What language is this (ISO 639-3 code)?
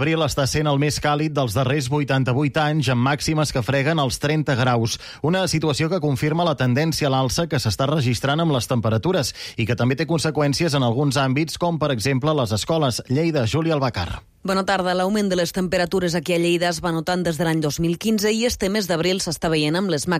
cat